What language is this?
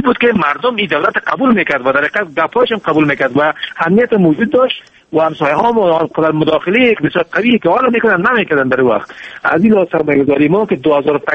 Persian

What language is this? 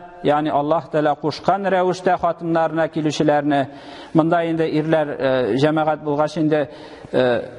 Tatar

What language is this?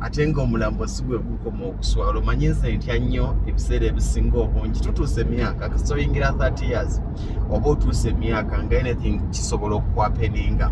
Ganda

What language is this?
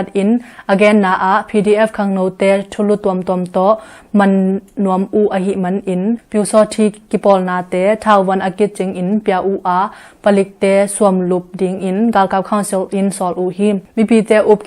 Tedim Chin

